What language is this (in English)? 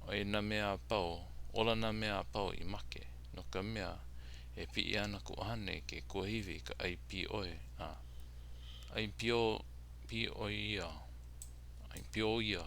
Hawaiian